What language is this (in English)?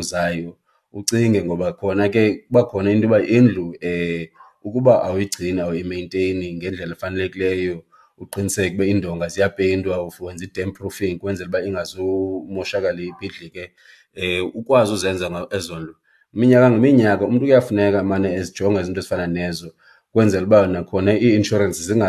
Xhosa